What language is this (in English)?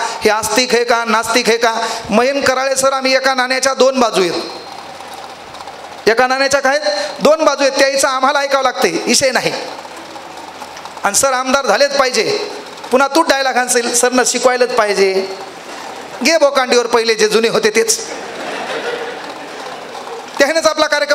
Marathi